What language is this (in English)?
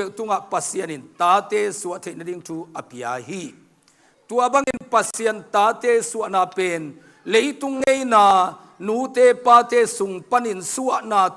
Tedim Chin